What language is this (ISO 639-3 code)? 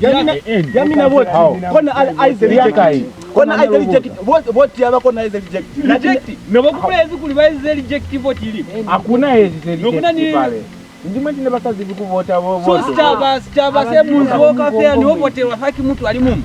loz